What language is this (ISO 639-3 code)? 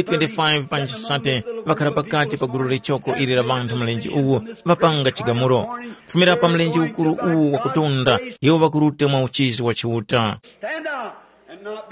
tum